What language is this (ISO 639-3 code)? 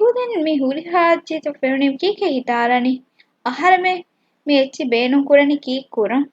div